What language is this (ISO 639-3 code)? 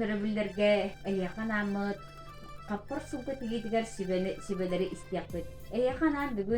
sah